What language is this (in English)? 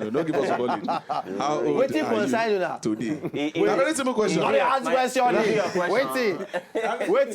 Nigerian Pidgin